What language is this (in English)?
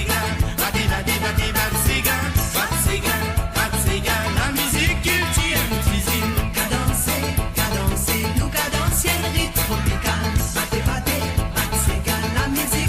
Morisyen